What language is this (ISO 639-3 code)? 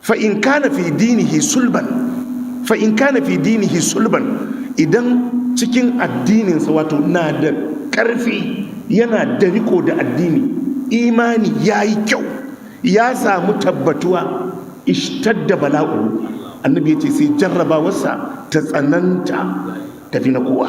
hau